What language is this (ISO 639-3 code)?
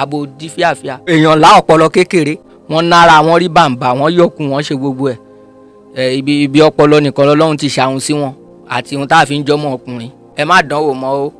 yor